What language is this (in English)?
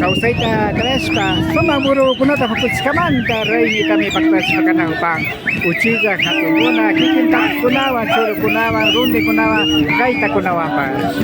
Imbabura Highland Quichua